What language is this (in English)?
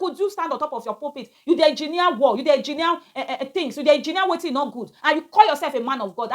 Nigerian Pidgin